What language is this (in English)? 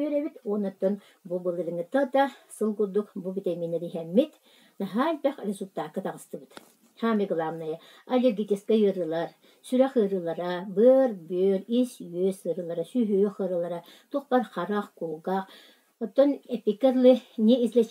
Yakut